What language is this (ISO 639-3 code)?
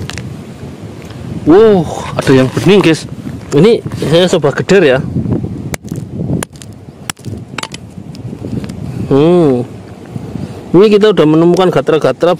ind